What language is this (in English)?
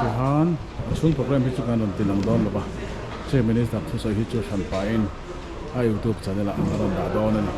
Mizo